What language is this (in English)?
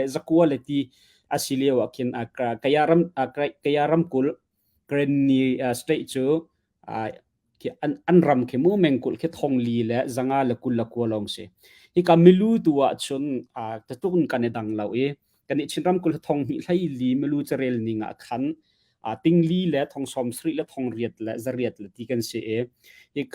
Hakha Chin